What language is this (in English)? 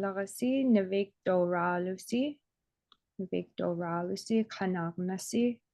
Inupiaq